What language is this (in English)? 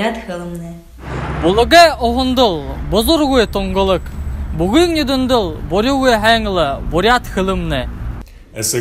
Buriat